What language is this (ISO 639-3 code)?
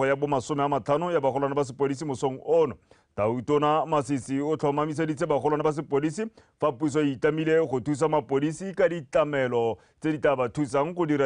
tsn